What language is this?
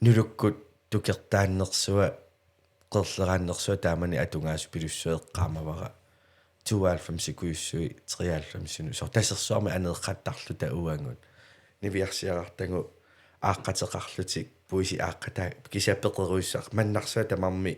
Kalaallisut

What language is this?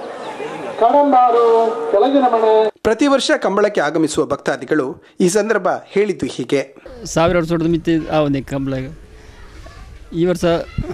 Kannada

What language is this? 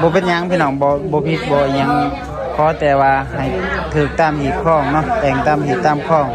Lao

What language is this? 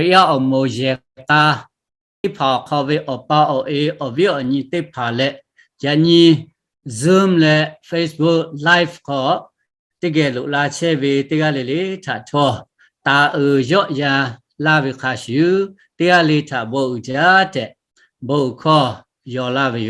Lahu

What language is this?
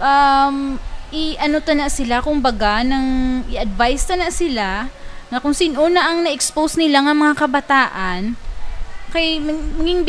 Hiligaynon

